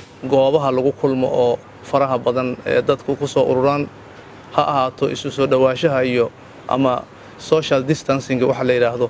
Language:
Somali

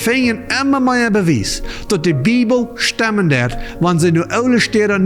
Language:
Plautdietsch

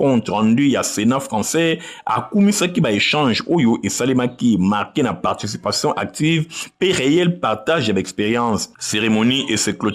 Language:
Lingala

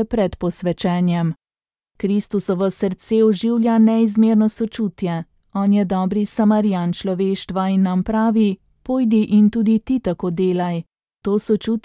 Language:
Slovenian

